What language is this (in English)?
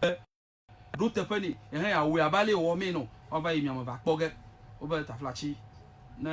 Ewe